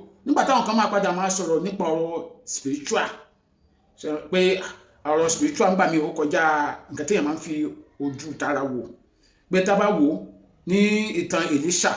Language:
Yoruba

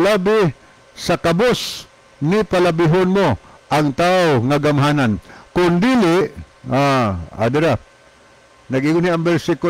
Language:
Cebuano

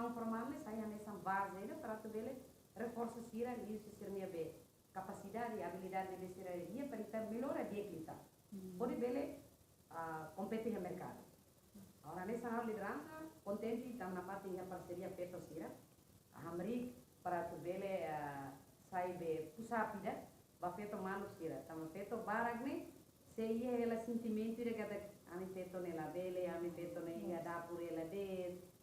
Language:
Tetum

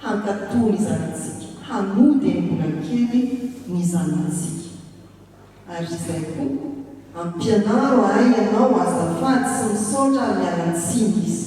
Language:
Malagasy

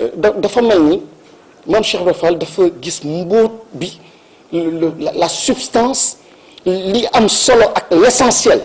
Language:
Wolof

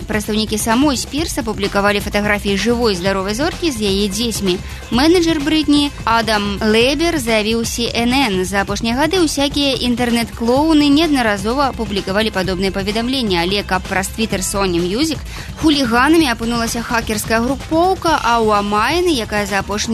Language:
Belarusian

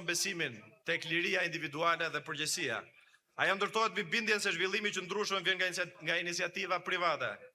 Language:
Albanian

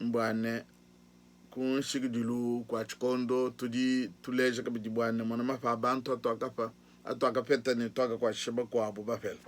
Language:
Luba-Lulua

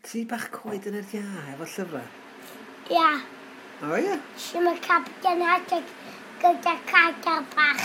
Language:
Welsh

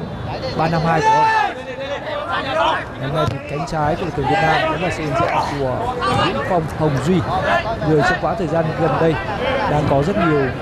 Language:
Vietnamese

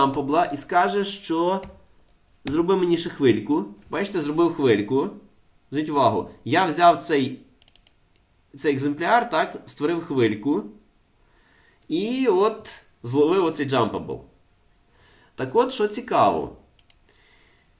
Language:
Ukrainian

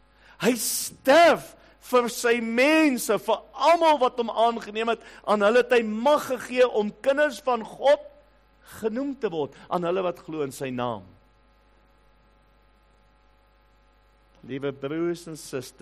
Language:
Afrikaans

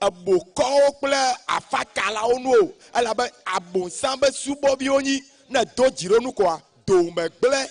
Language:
Ewe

